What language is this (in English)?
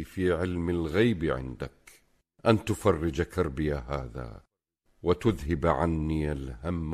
Tunisian Arabic